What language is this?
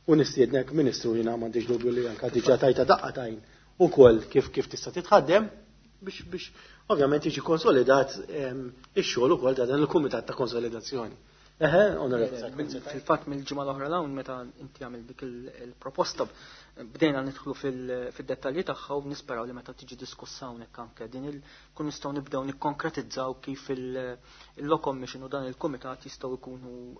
Maltese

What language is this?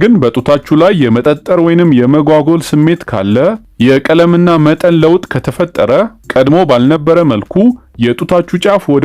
Amharic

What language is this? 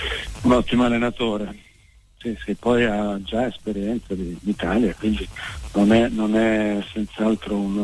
Italian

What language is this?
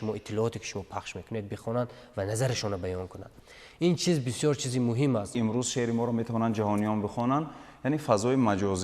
Tajik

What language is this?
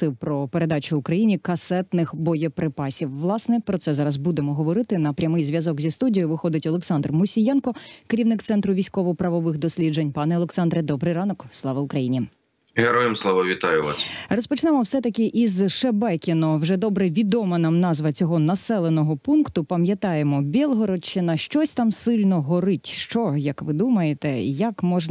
Ukrainian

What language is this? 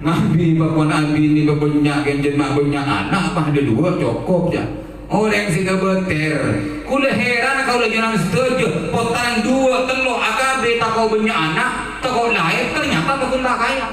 Madurese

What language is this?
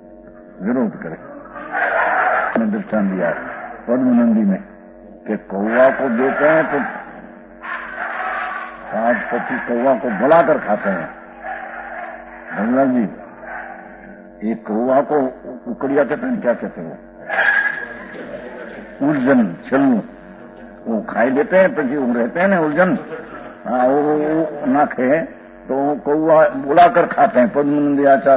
Gujarati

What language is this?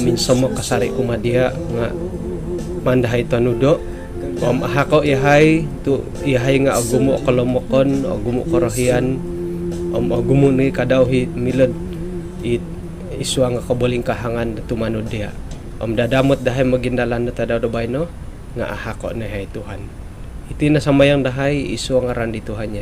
Central Dusun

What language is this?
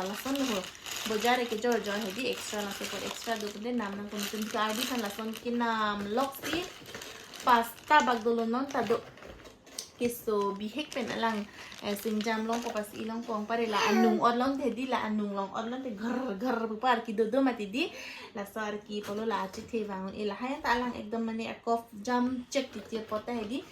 Karbi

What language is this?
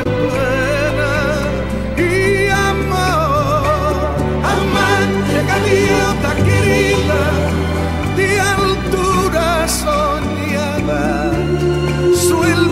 Spanish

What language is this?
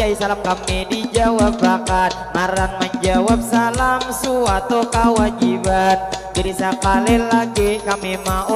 Banjar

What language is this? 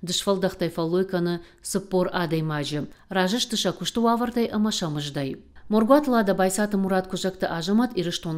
Ossetic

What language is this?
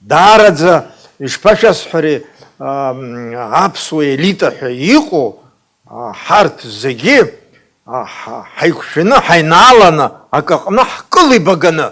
Abkhazian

